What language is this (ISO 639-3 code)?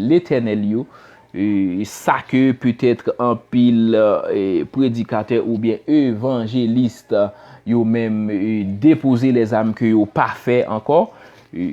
hat